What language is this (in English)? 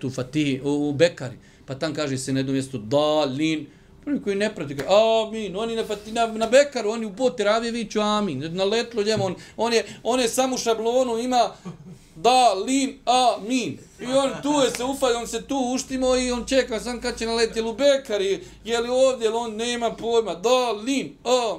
Bosnian